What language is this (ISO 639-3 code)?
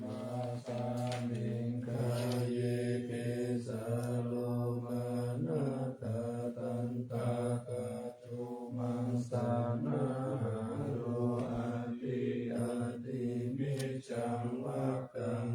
pli